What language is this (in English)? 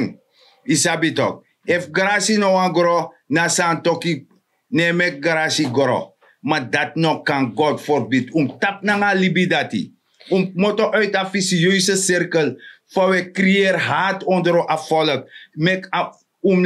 Sranan Tongo